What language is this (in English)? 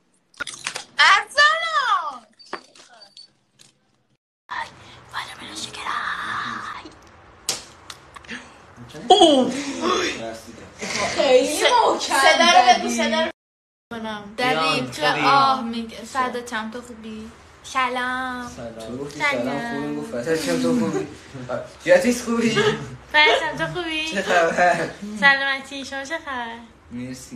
Persian